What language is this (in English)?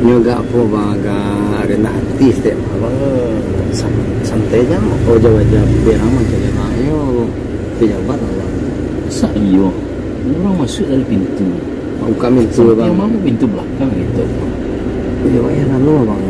Minangkabau